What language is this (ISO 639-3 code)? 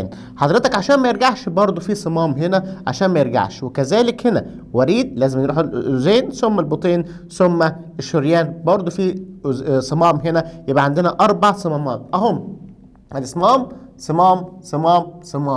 arz